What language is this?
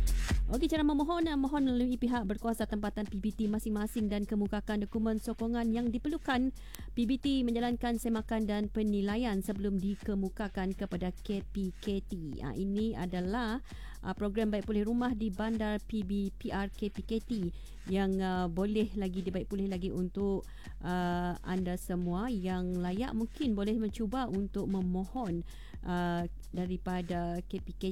Malay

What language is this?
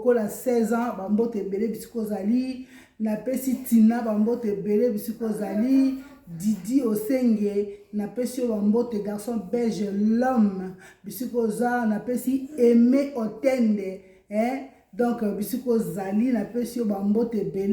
Lingala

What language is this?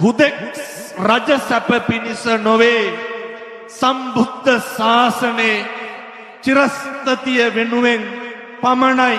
Sinhala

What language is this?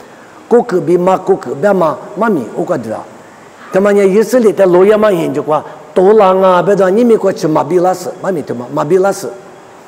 Lisu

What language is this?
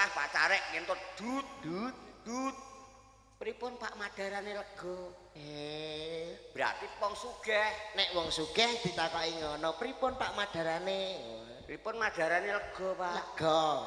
Javanese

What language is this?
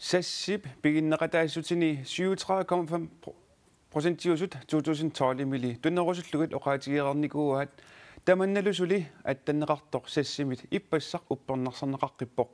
Kalaallisut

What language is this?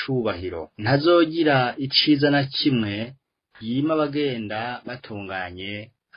Rundi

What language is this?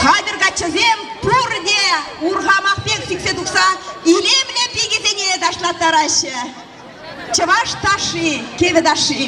Chuvash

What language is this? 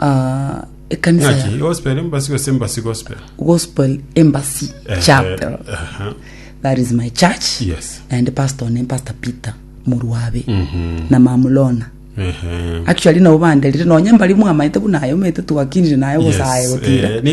Gusii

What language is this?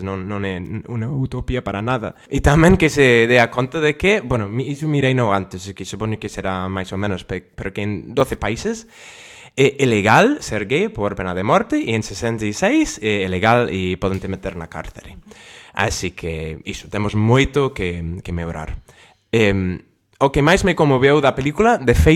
Galician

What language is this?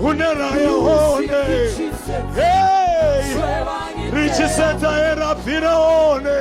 Venda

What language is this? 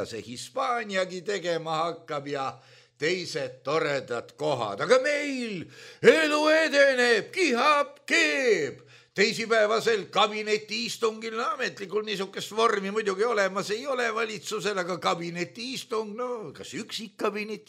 Estonian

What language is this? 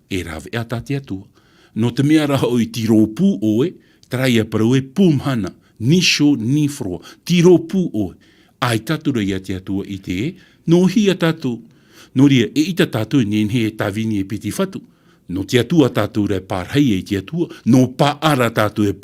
Tahitian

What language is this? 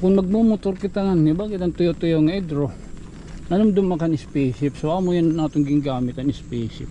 Waray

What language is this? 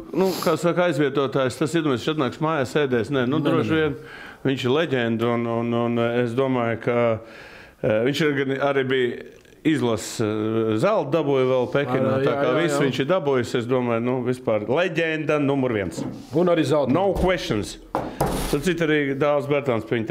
Latvian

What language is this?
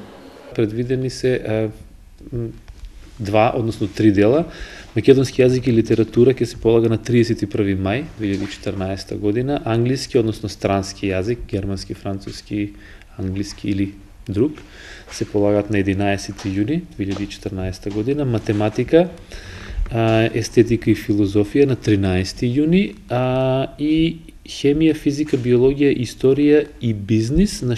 Macedonian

